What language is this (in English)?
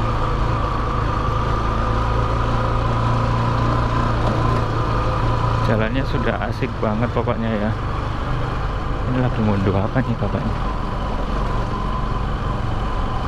Indonesian